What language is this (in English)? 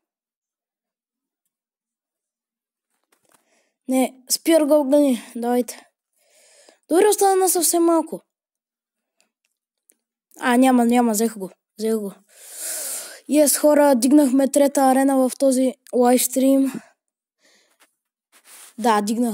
Bulgarian